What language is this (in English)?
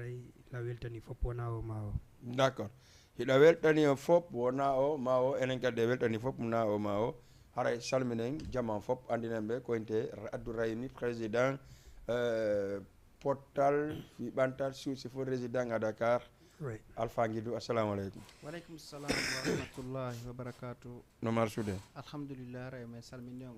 Fula